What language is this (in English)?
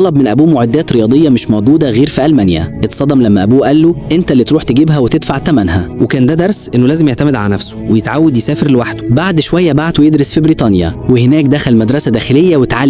Egyptian Arabic